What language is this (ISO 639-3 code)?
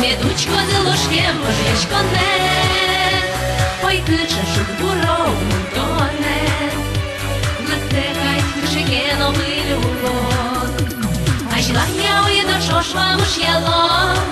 udm